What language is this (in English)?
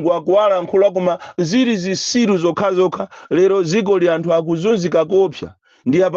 Nyanja